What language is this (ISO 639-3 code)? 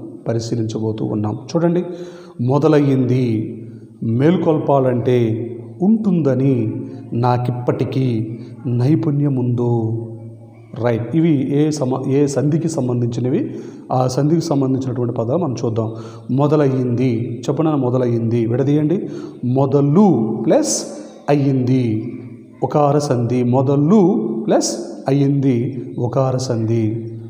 tel